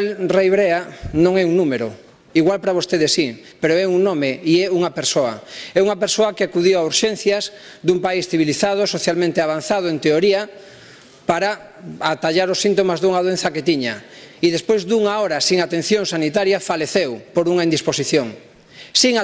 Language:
Galician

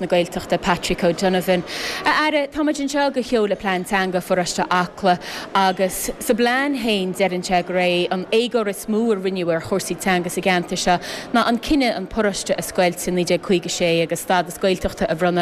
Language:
Irish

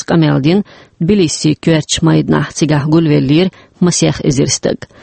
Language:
Chechen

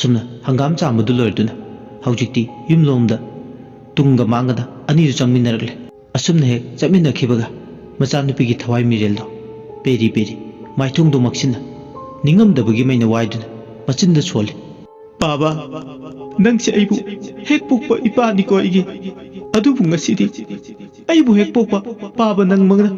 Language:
Manipuri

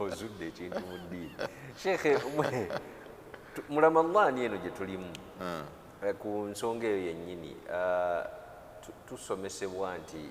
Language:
Ganda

